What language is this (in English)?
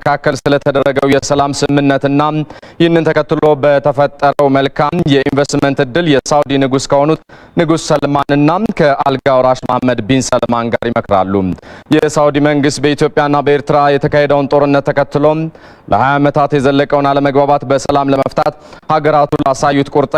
Amharic